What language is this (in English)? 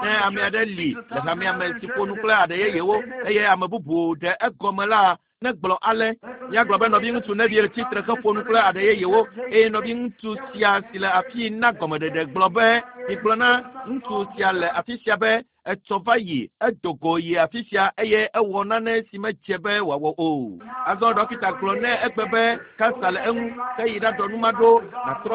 Ewe